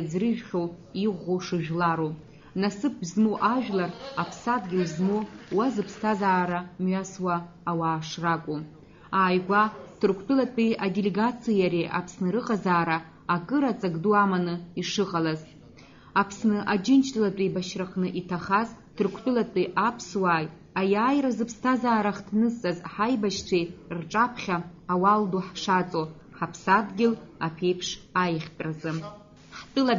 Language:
Abkhazian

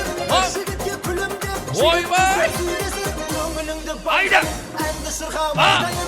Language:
Kara-Kalpak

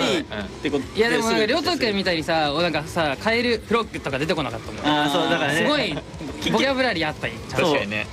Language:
Japanese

